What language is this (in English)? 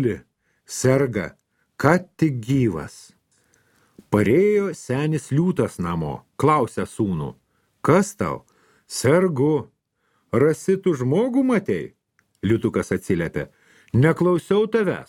Lithuanian